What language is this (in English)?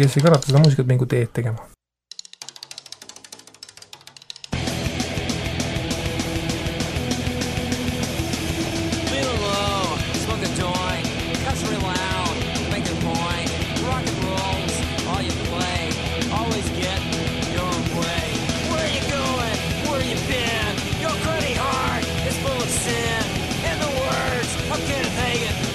Estonian